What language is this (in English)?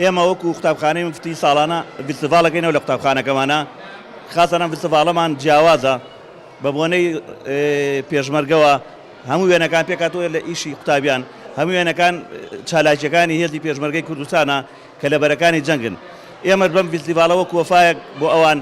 Central Kurdish